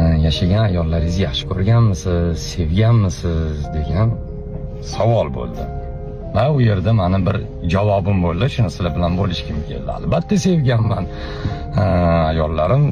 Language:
Uzbek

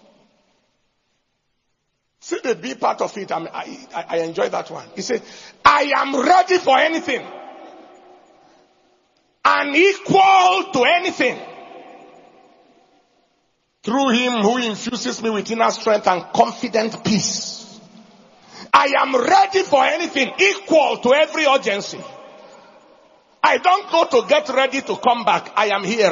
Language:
English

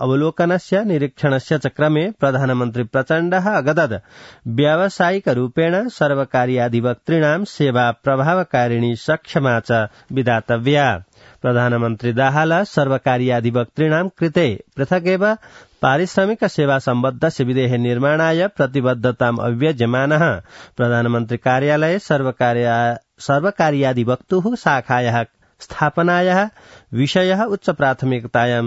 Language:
Sanskrit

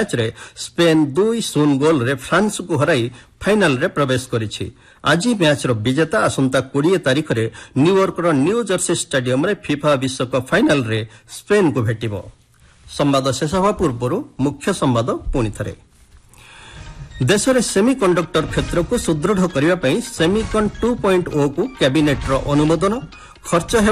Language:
Odia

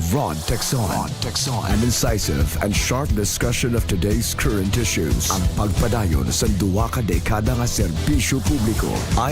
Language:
Hiligaynon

